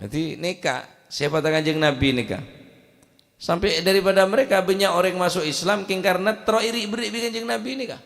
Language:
Madurese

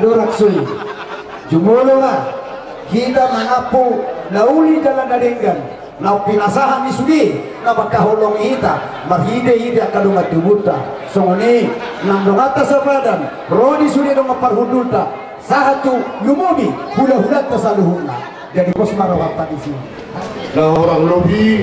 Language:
Batak Toba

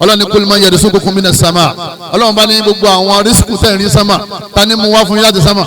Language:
Yoruba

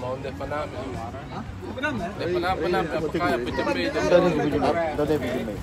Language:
Central Mnong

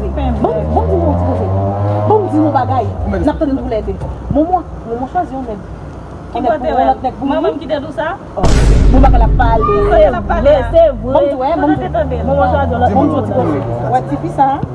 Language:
Haitian Creole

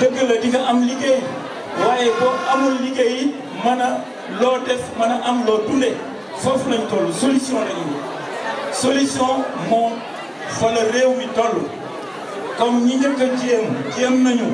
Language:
Wolof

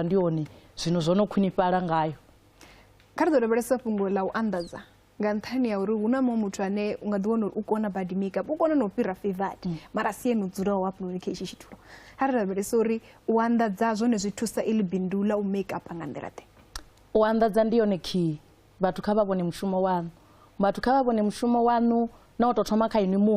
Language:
Venda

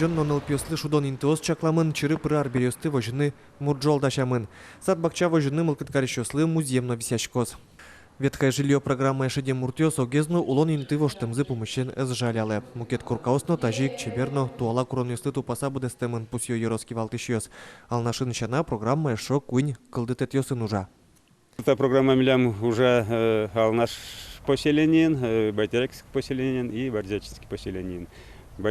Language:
Udmurt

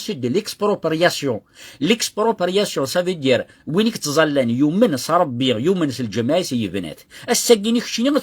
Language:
Kabyle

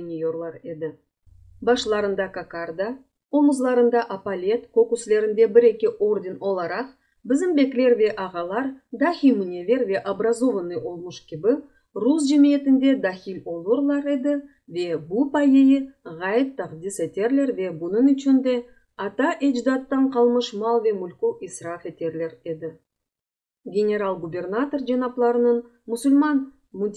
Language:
Crimean Tatar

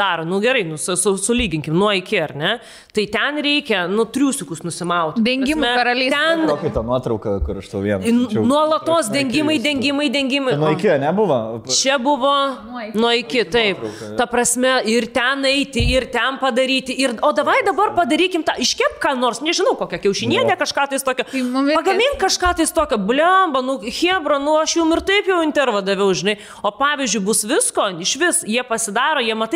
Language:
Lithuanian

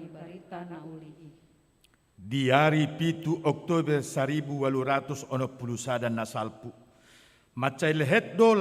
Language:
Batak Toba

